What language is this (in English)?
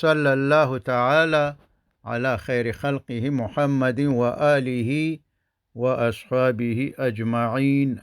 Pashto